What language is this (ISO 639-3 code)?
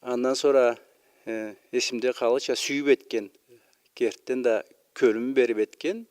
krc